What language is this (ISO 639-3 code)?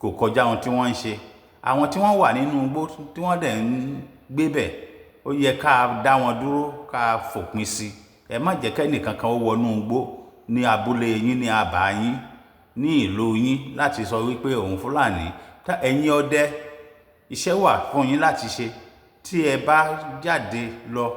yor